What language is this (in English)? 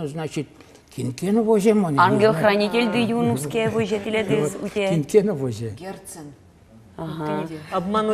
Udmurt